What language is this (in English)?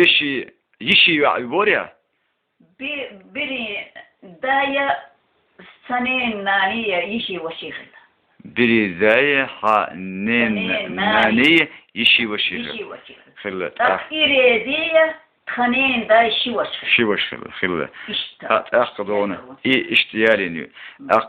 Chechen